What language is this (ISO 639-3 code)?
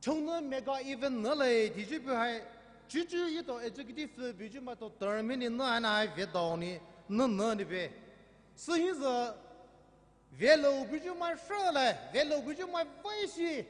pmx